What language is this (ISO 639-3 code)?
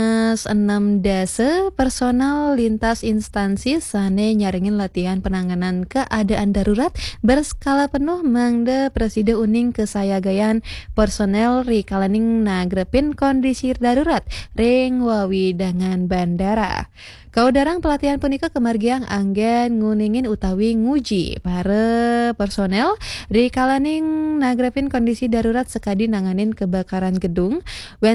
ban